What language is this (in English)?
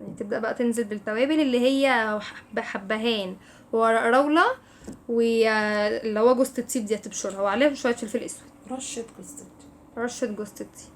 Egyptian Arabic